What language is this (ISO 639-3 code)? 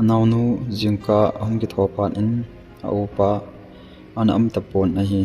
tcz